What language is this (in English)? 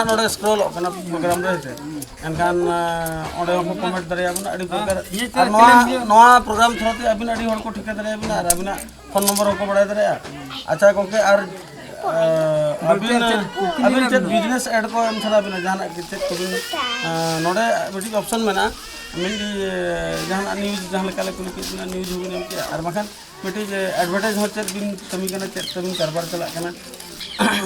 Santali